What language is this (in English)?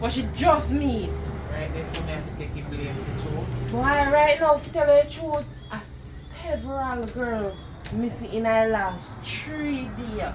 Jamaican Creole English